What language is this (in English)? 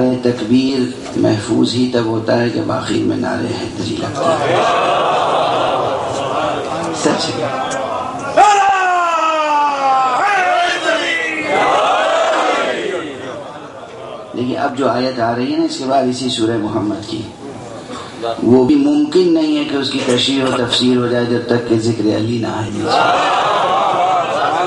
Urdu